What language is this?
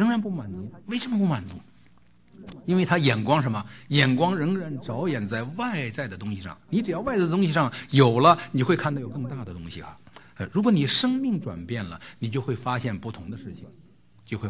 Chinese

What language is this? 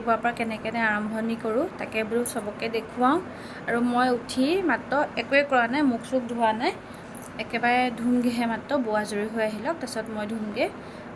Assamese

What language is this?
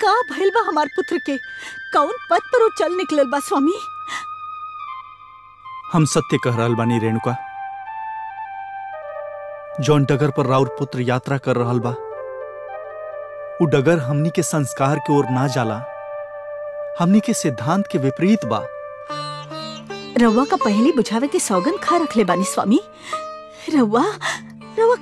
Bhojpuri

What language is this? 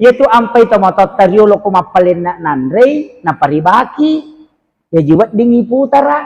Buginese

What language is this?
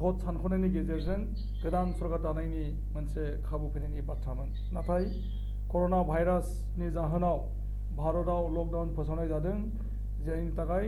Bodo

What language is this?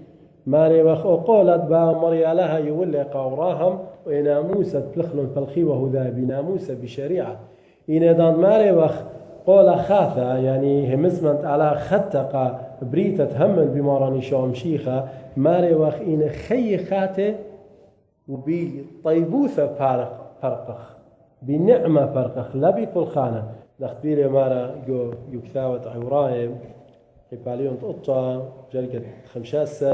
Assyrian Neo-Aramaic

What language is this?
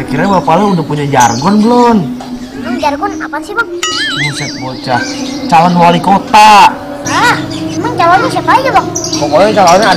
Betawi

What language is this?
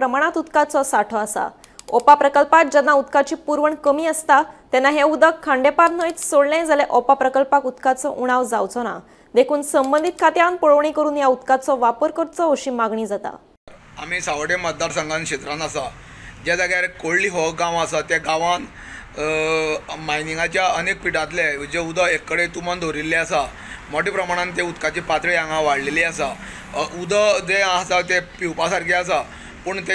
Konkani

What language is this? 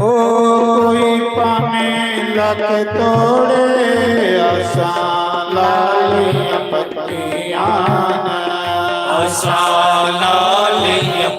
Dogri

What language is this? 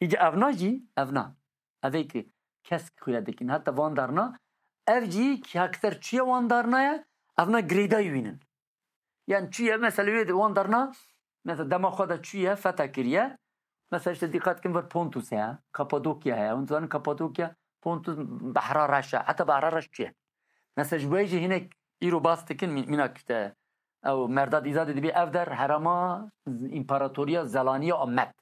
Kurdish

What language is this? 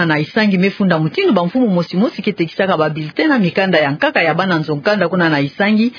Kituba (Democratic Republic of Congo)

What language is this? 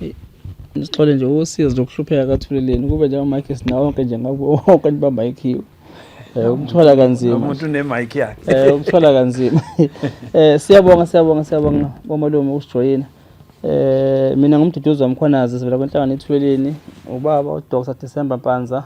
Zulu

